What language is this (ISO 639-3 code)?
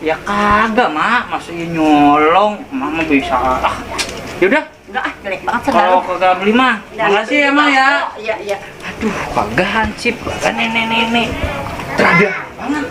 bew